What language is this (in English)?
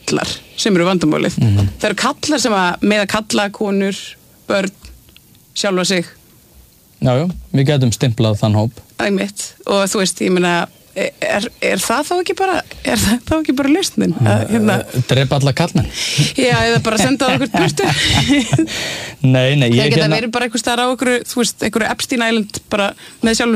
Icelandic